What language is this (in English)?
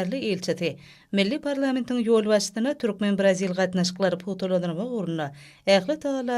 Turkmen